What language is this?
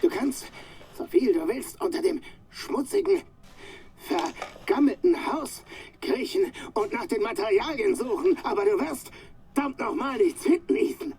Bavarian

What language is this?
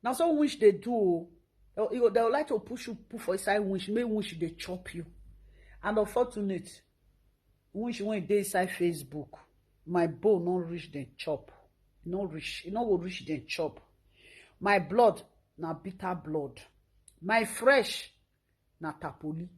Nigerian Pidgin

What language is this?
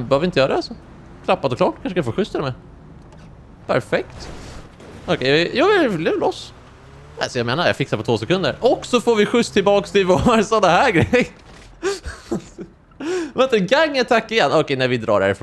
Swedish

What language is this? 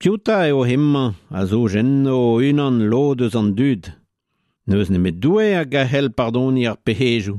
Breton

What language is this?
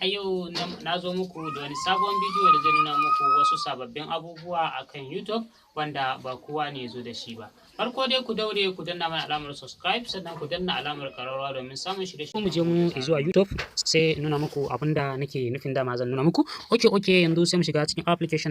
Hausa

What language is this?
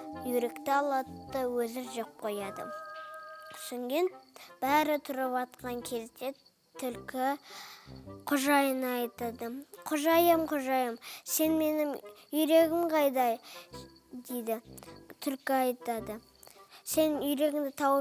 Kazakh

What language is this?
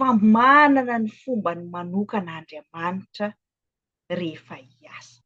Malagasy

